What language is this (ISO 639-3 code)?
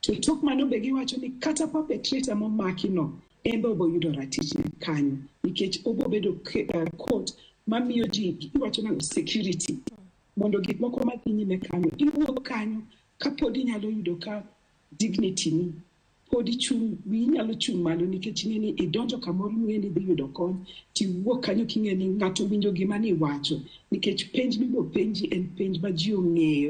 luo